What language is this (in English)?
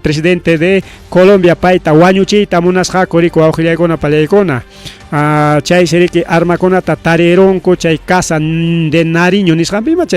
Ayacucho Quechua